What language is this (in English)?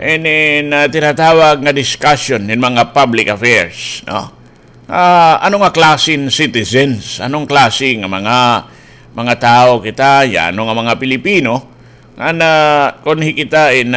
Waray